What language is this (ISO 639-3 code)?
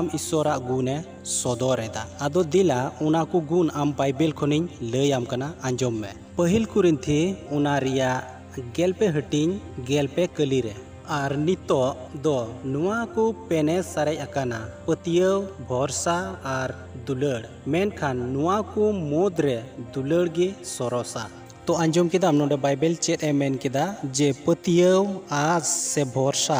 sat